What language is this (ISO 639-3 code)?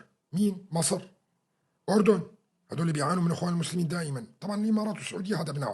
apc